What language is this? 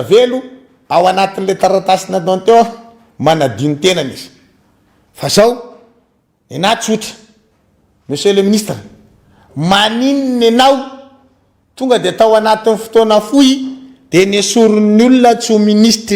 Malagasy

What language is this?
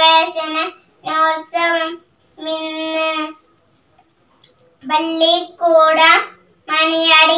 Malayalam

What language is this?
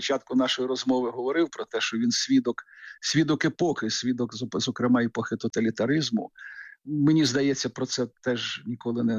Ukrainian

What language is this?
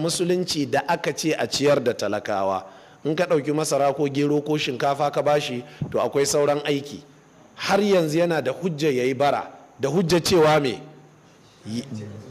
Hausa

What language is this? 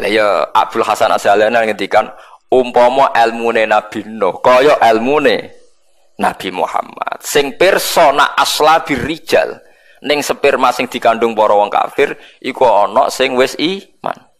Javanese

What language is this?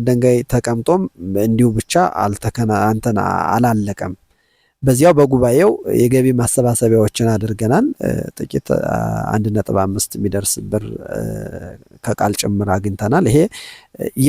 Amharic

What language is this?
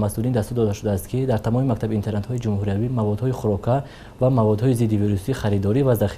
Tajik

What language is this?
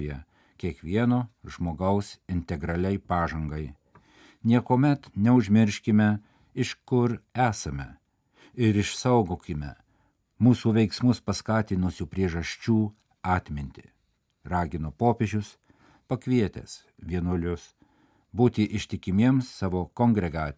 Lithuanian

